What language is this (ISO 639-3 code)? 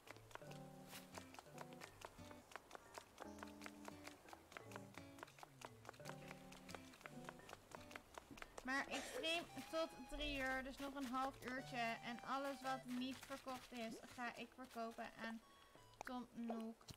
nld